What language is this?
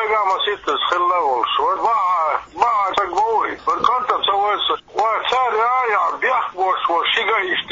Chechen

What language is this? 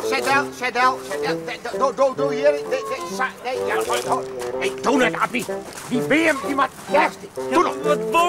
Western Frisian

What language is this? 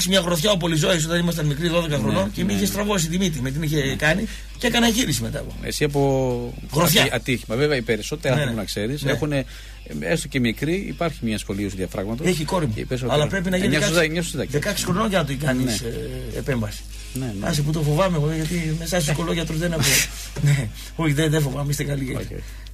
Greek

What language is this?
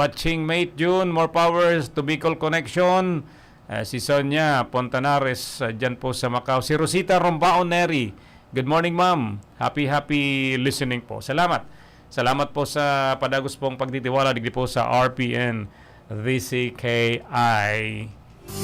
Bikol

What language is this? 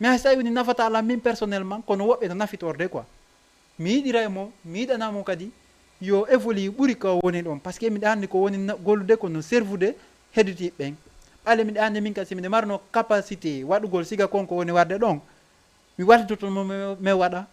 Fula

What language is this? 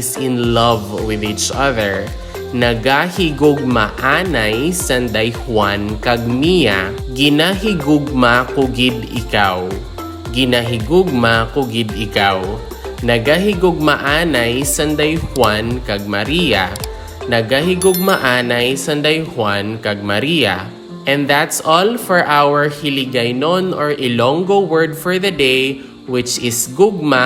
Hiligaynon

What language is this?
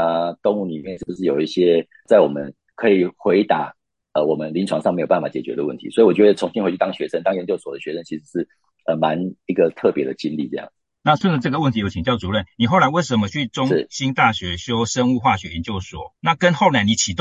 Chinese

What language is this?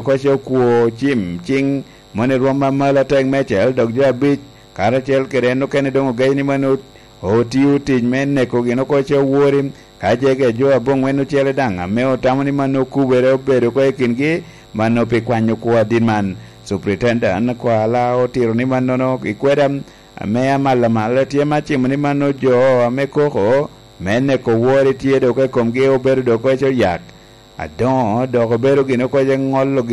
Lango (Uganda)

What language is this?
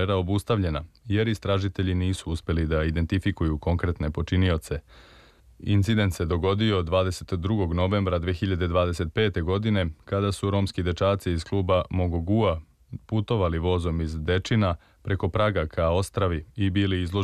Serbian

